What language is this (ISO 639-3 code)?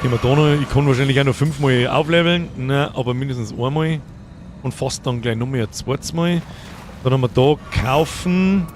bar